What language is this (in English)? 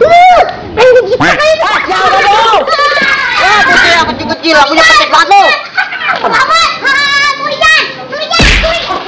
Betawi